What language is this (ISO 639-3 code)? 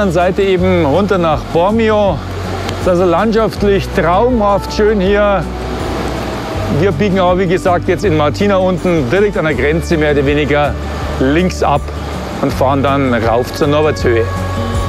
deu